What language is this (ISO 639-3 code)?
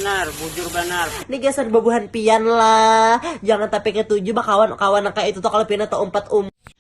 bjn